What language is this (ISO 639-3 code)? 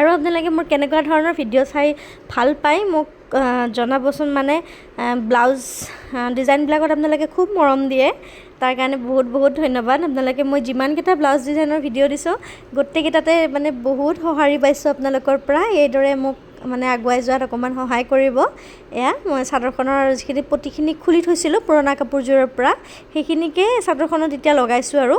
asm